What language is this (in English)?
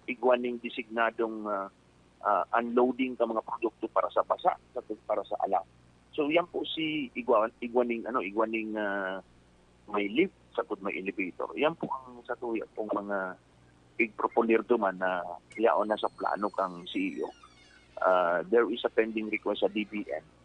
Bikol